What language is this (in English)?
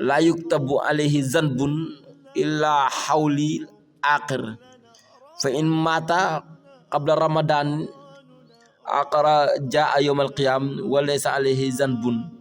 Wolof